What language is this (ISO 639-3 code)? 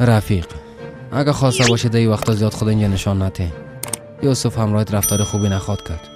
fas